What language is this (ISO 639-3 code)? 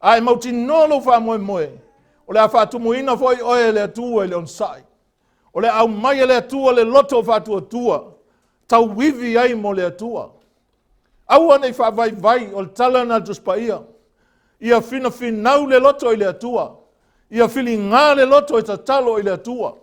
smo